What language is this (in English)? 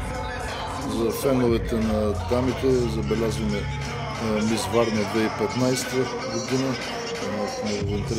Bulgarian